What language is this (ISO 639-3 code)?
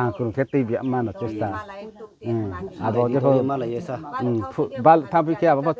ria